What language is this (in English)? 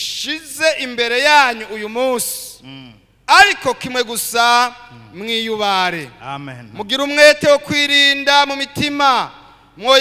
Rundi